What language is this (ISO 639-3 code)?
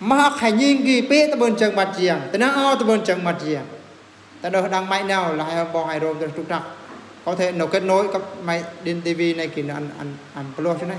bru